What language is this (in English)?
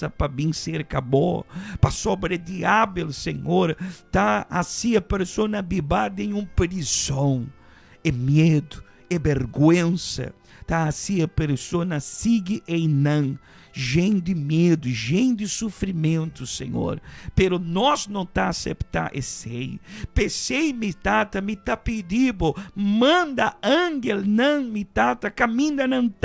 Papiamento